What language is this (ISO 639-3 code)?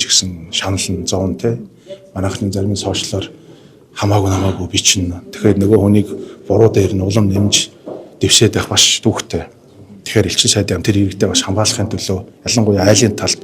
mon